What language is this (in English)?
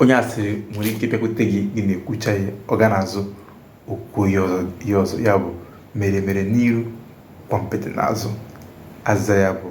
Igbo